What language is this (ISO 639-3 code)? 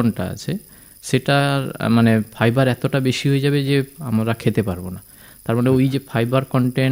ben